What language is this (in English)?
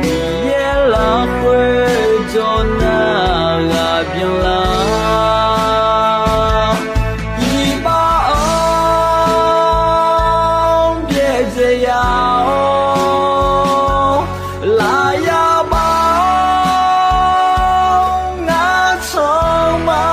Akha